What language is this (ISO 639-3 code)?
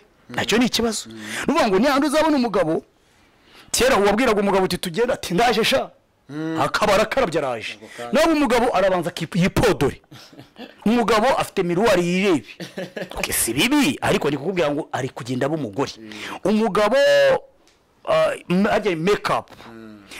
kin